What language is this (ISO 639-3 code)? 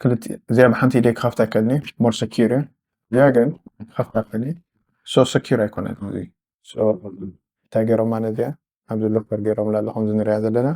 tir